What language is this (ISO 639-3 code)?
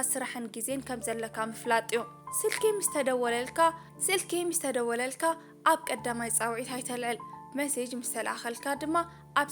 tir